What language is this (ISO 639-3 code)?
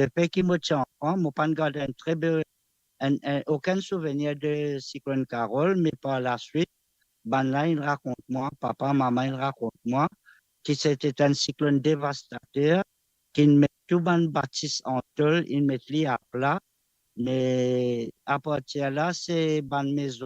mfe